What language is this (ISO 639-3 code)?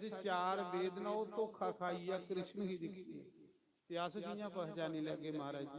doi